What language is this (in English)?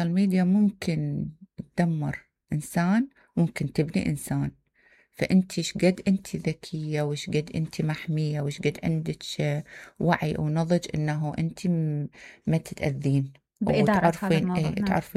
Mesopotamian Arabic